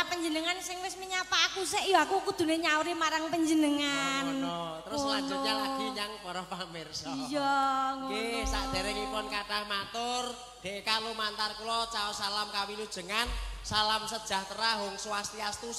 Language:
Javanese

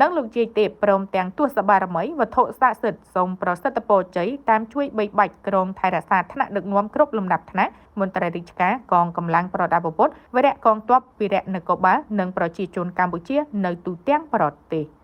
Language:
Khmer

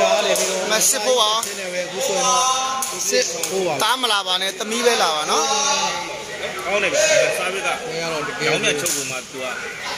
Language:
Burmese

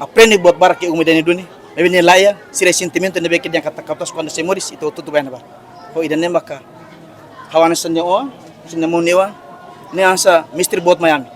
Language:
Tetum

